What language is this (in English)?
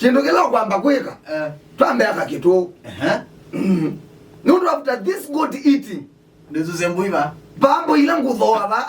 Kamba